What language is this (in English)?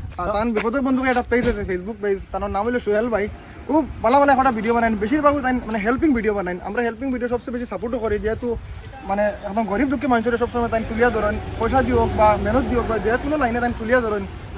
Sylheti